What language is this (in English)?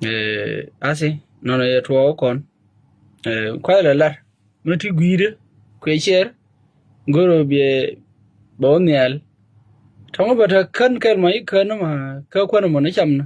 Nuer